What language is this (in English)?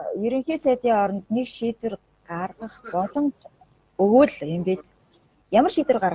Mongolian